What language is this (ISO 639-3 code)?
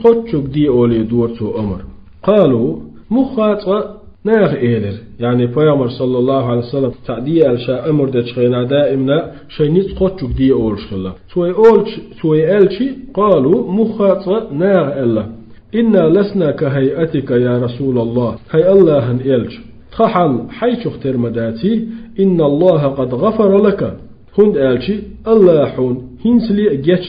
che